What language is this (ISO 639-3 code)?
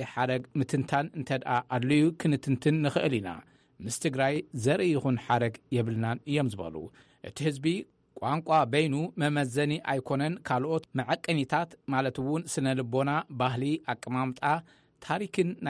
tir